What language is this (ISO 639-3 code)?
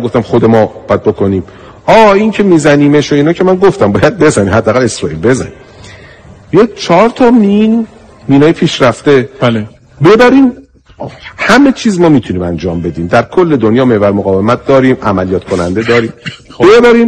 fas